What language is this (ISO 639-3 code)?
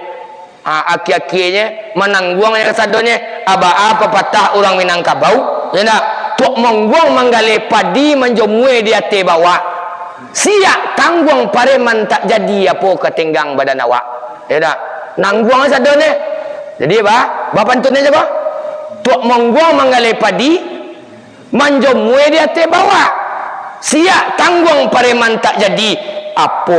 min